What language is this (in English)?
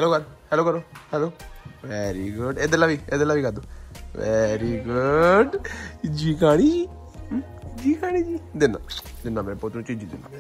Punjabi